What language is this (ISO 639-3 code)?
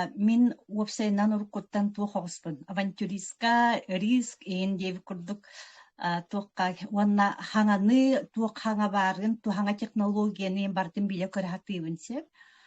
sah